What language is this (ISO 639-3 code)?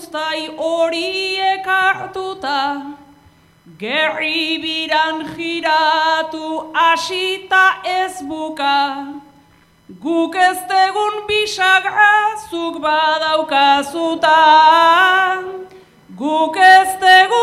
eus